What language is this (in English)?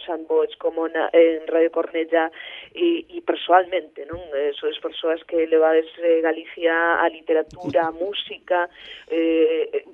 Galician